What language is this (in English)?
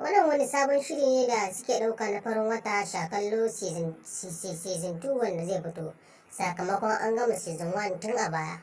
Hausa